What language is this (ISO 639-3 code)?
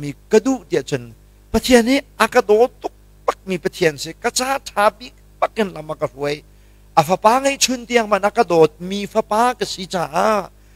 cnh